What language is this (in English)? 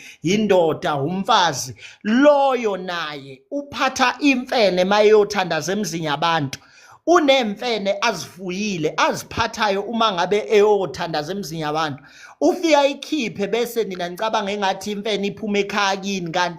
Zulu